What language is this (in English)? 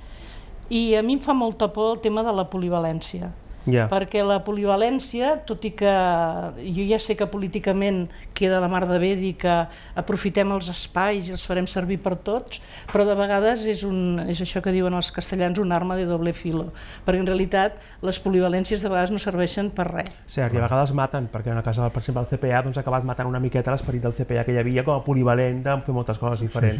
Catalan